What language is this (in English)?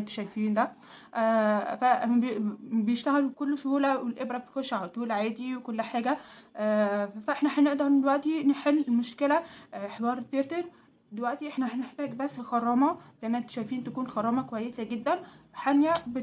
Egyptian Arabic